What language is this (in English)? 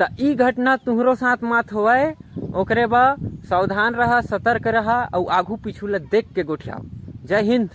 Chhattisgarhi